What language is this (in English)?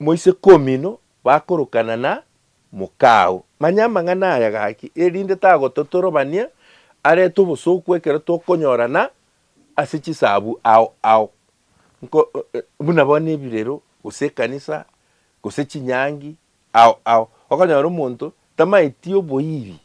Gusii